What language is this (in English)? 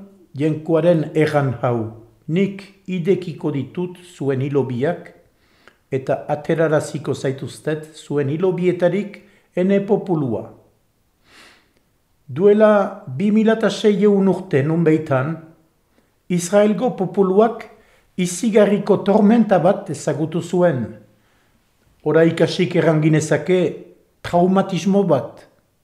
Basque